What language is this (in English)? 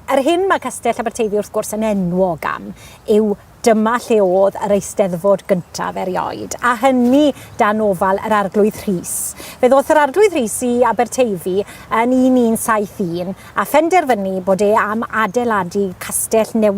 Welsh